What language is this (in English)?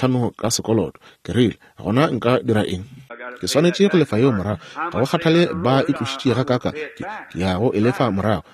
Northern Sotho